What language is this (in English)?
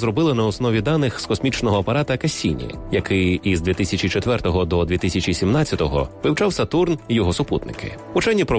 Ukrainian